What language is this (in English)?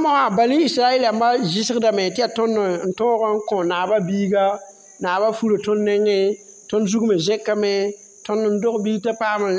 Mossi